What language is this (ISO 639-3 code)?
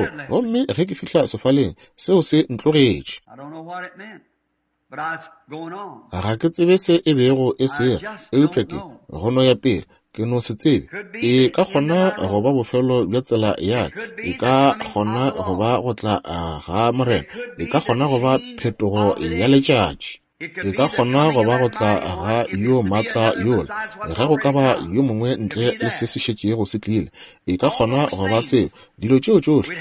nso